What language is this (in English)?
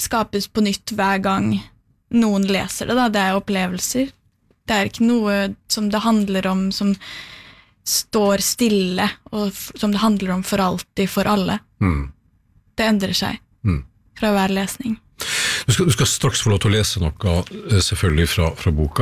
Norwegian